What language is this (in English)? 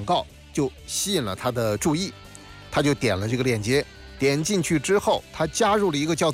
Chinese